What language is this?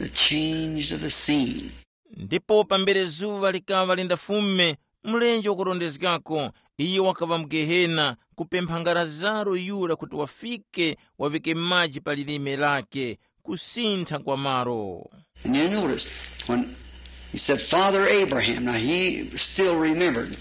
Tumbuka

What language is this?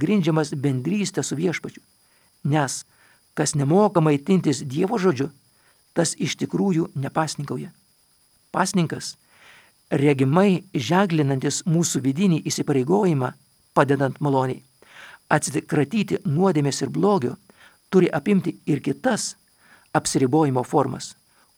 Lithuanian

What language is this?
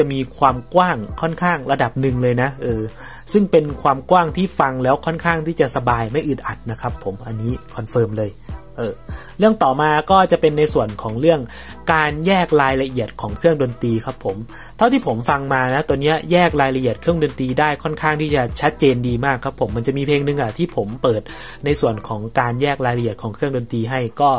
Thai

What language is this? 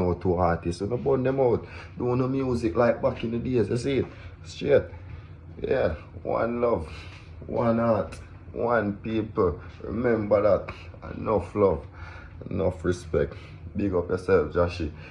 Jamaican Creole English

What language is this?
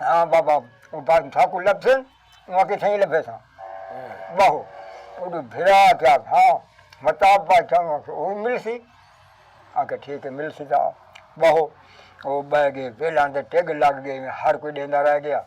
Saraiki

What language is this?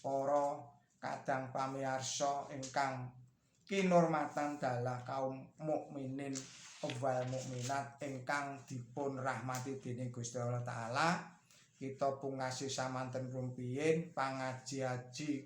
Javanese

